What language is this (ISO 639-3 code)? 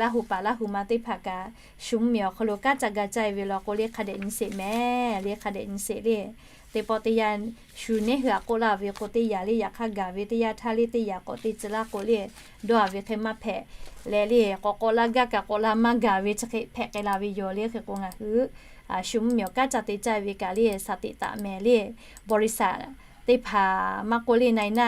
lhu